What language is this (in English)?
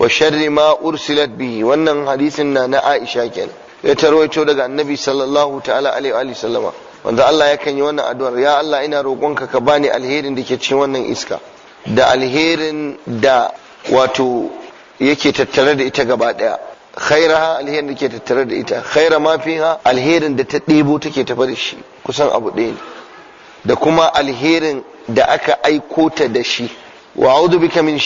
Hausa